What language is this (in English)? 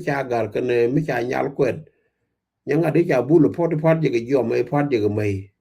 Nuer